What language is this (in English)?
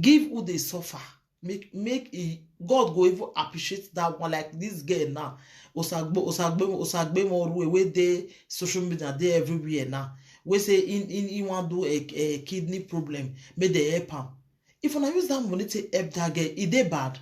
Nigerian Pidgin